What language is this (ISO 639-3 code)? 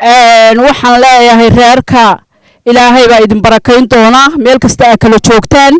som